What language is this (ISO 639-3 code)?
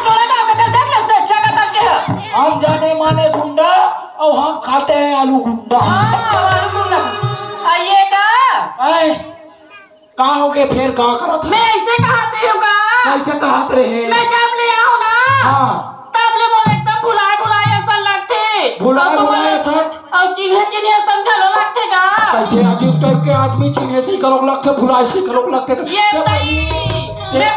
hne